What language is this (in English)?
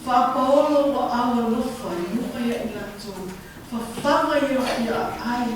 Samoan